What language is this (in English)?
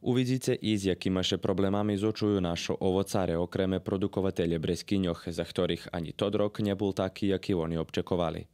Rusyn